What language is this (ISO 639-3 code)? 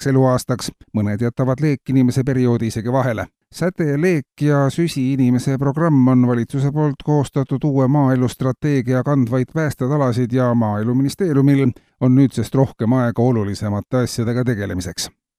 est